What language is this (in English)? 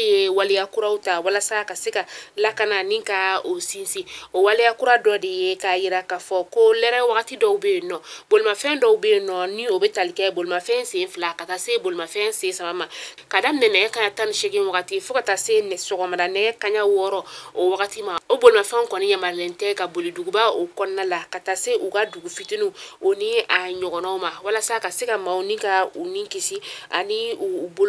Bambara